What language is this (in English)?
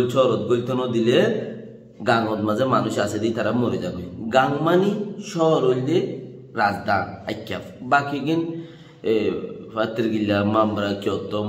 Rohingya